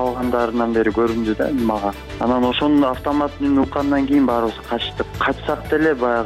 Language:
Kyrgyz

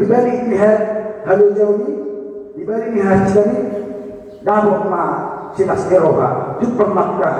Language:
Batak Toba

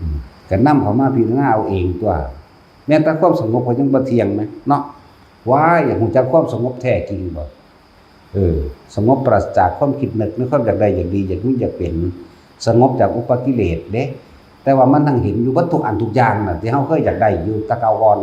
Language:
Northeastern Thai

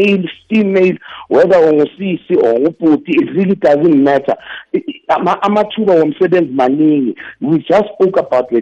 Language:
South Ndebele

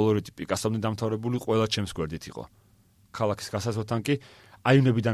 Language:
Georgian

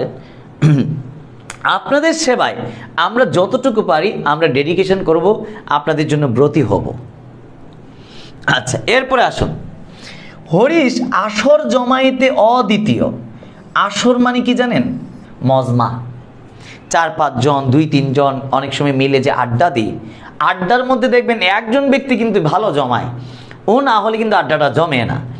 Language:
Bangla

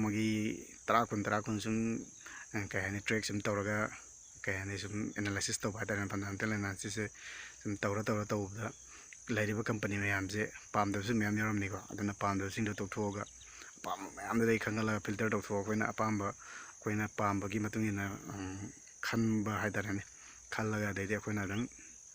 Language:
Manipuri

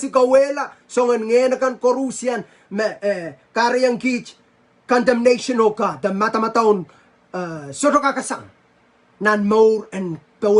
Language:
Pohnpeian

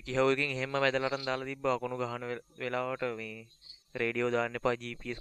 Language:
Sinhala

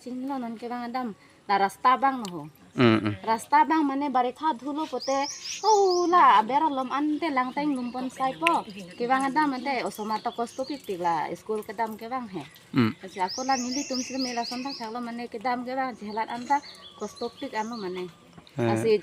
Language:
Karbi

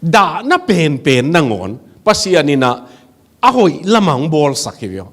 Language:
Tedim Chin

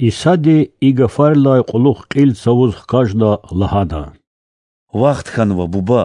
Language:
Lezghian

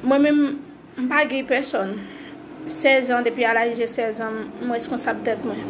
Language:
Haitian Creole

